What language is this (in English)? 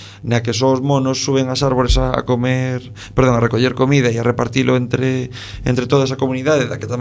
Galician